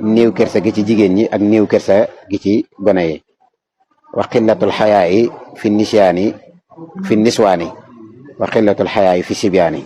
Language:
Wolof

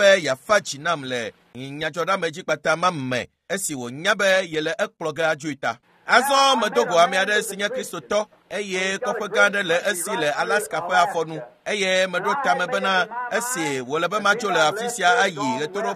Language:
Ewe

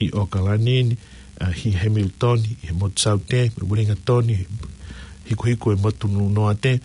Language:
Tongan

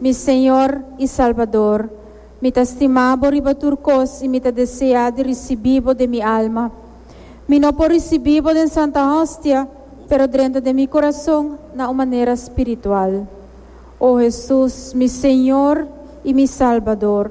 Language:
Papiamento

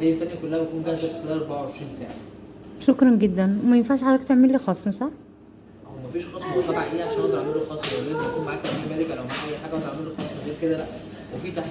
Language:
Egyptian Arabic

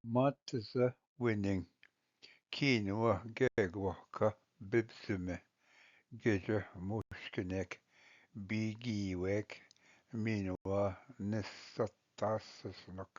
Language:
Ojibwa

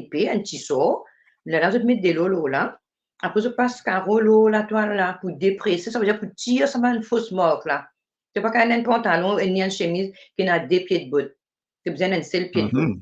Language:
Morisyen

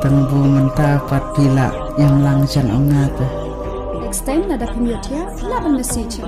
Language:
Khasi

